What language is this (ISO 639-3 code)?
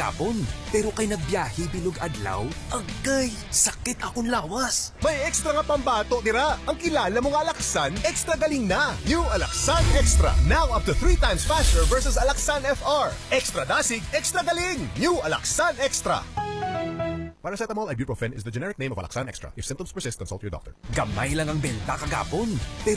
hil